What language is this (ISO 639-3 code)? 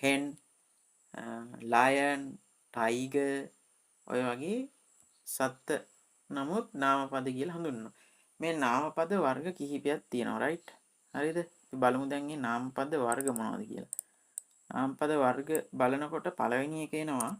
sin